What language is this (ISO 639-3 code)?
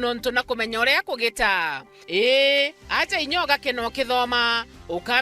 mer